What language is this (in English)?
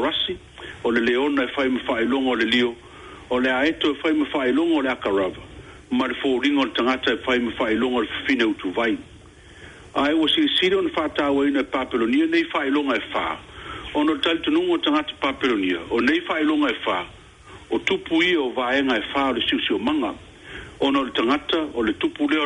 Samoan